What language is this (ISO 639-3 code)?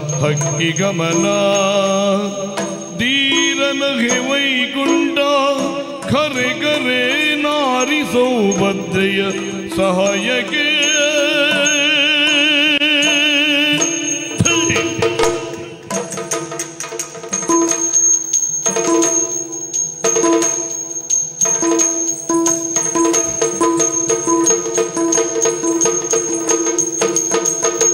kan